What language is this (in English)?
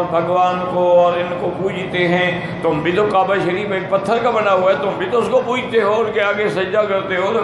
Urdu